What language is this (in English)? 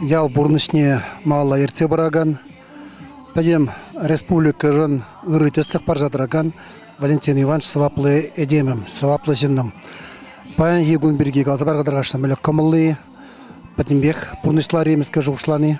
Chuvash